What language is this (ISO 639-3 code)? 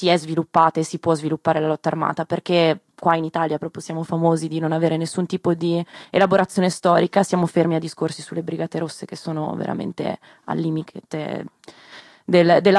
ita